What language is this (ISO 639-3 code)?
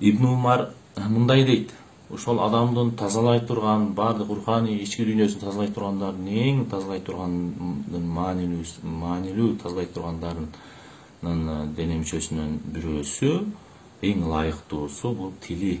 kir